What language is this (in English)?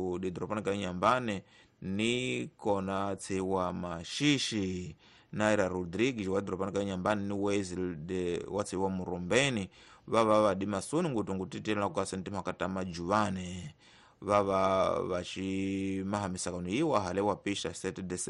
Tsonga